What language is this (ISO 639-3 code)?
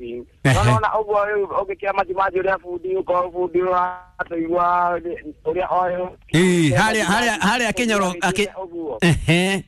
kik